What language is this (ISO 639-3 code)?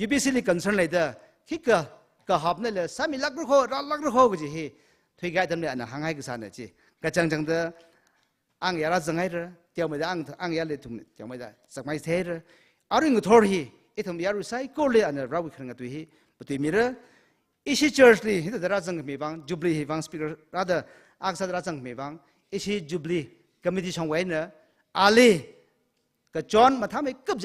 nmf